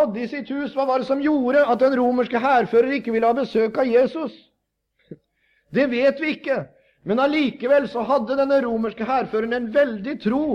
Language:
Norwegian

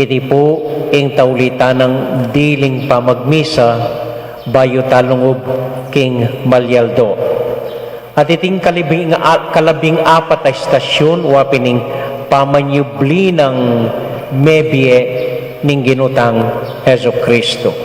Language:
Pampanga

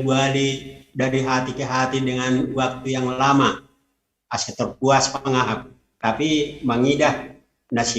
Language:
Batak Simalungun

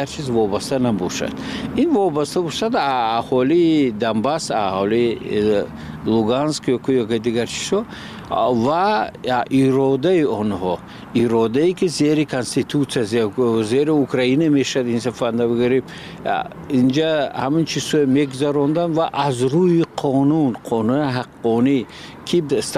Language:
Tajik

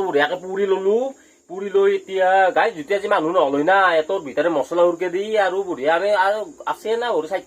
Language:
Assamese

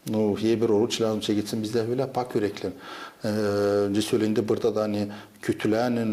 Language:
Gagauz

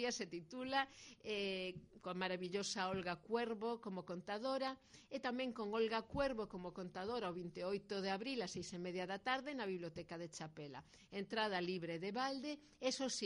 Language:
Galician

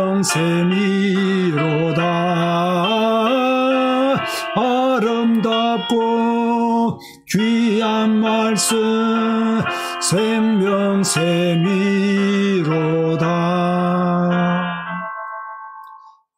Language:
Korean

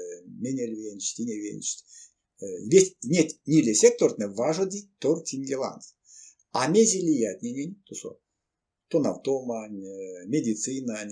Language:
Erzya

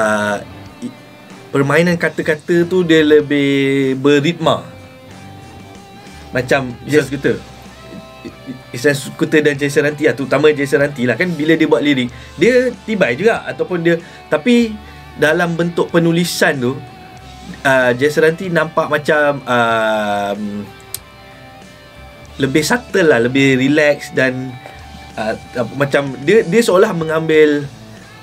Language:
Malay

